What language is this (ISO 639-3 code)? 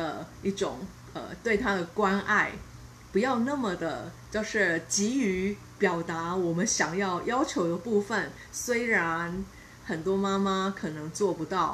zho